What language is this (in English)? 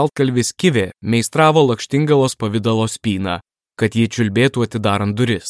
Lithuanian